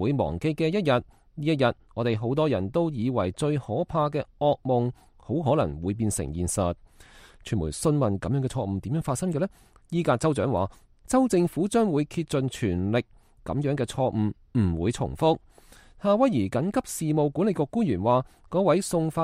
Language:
Cantonese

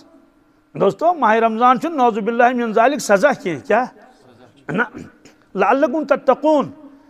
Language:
Kashmiri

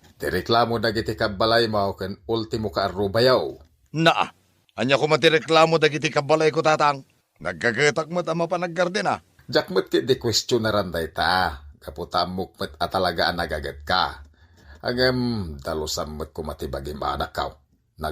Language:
Iloko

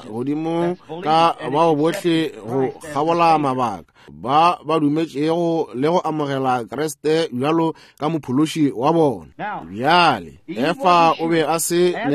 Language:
Northern Sotho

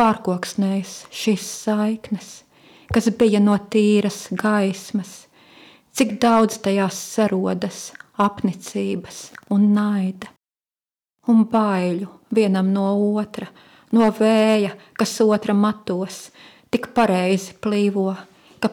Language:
Latvian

